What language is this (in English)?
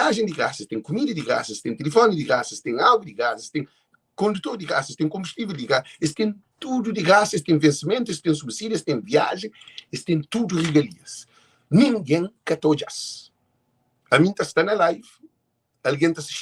Kabuverdianu